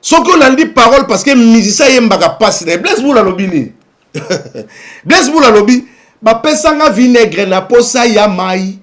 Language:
Lingala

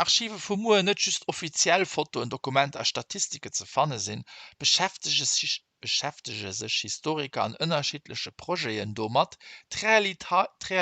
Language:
Luxembourgish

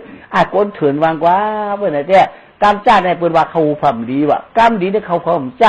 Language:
Shan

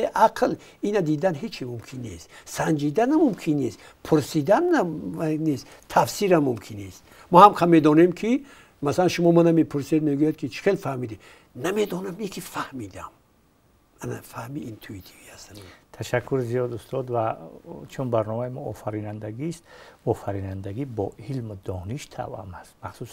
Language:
Tajik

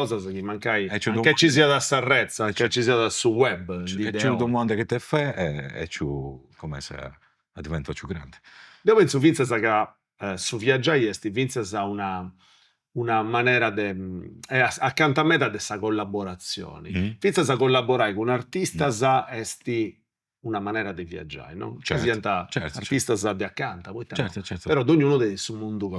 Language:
Sardinian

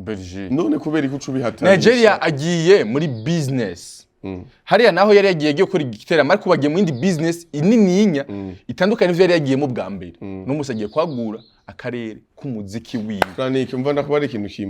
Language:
Rundi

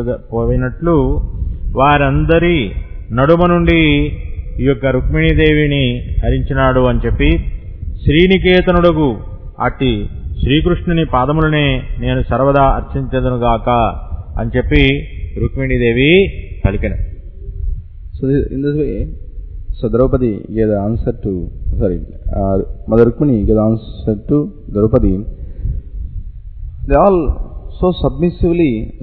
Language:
Telugu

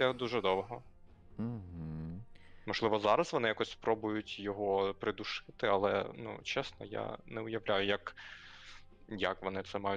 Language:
Ukrainian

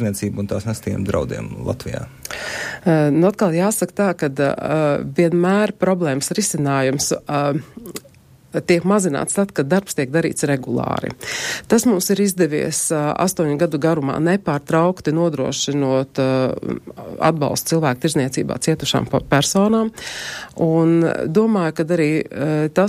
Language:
Latvian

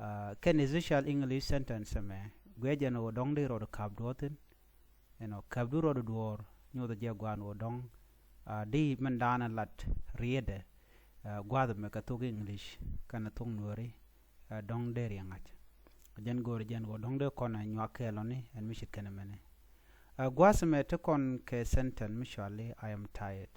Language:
Nuer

